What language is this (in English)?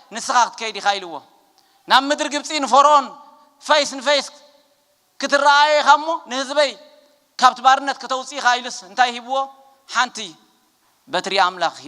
Tigrinya